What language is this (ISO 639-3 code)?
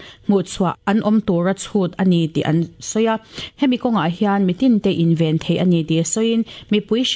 lus